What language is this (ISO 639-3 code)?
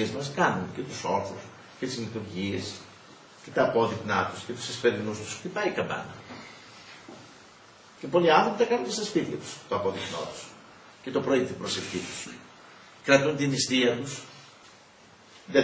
ell